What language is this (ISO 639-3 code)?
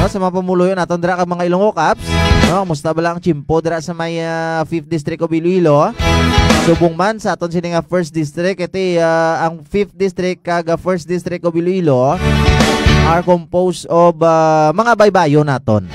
hil